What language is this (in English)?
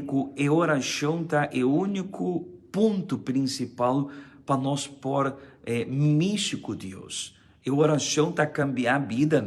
Papiamento